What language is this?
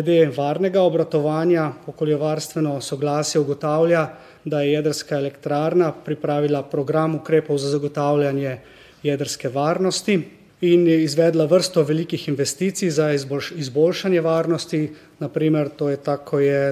Slovenian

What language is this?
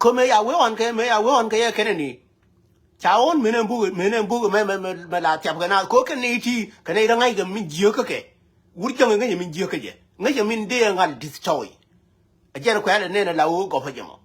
Nuer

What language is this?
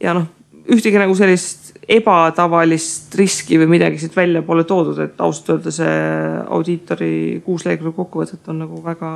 Estonian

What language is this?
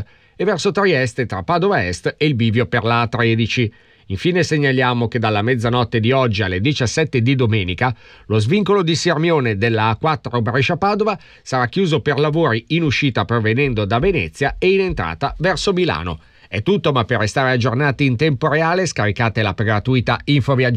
Italian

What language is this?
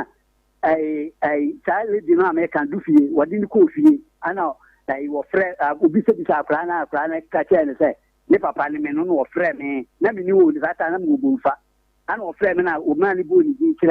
Akan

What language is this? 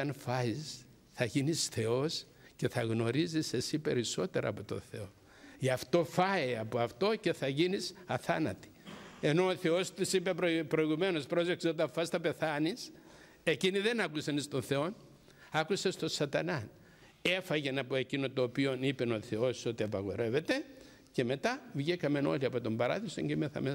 Greek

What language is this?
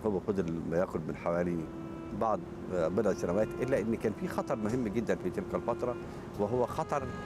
Egyptian Arabic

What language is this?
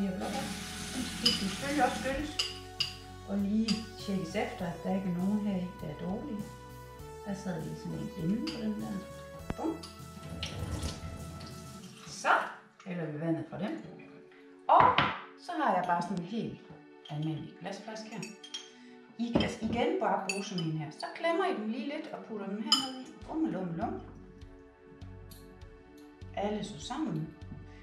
Danish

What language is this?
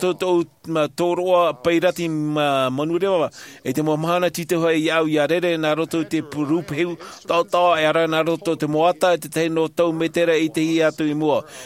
Tahitian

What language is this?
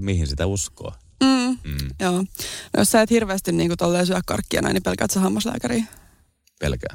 Finnish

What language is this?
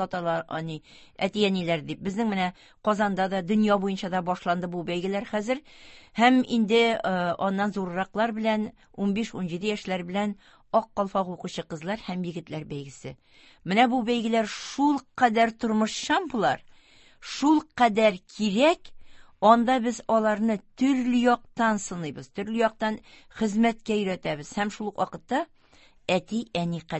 Tatar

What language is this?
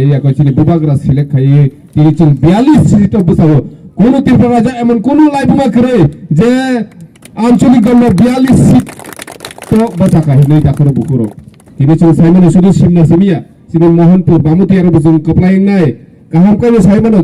Kok Borok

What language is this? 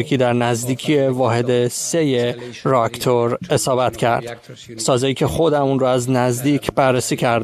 Persian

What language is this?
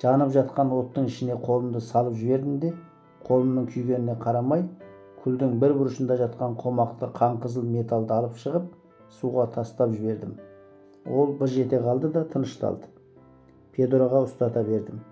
Kazakh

